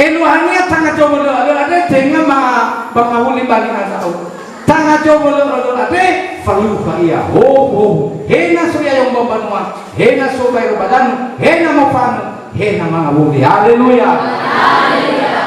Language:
Nias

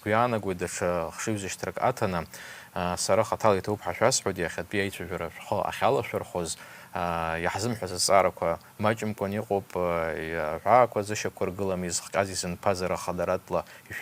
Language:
Abkhazian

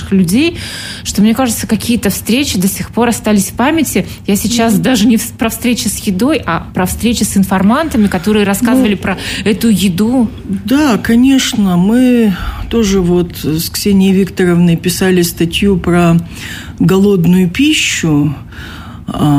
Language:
Russian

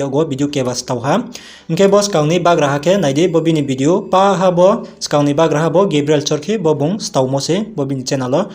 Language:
Riang (India)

